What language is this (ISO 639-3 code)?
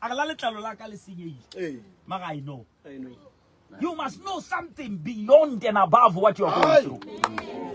sot